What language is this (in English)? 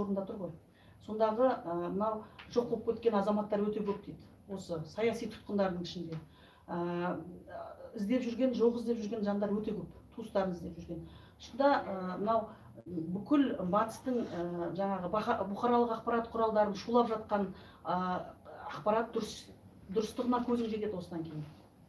Kazakh